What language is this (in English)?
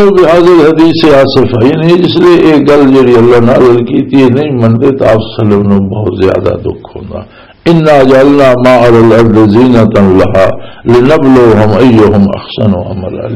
Western Panjabi